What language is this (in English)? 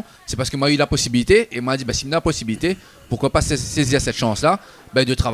Réunion Creole French